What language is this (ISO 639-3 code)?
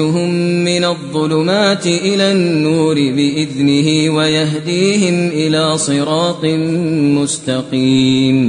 kas